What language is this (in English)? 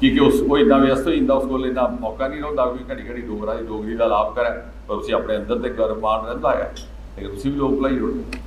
Dogri